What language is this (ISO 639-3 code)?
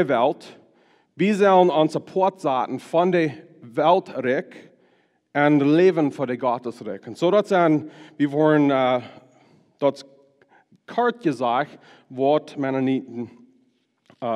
pdt